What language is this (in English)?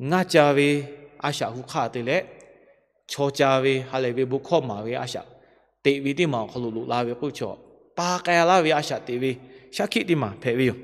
Lahu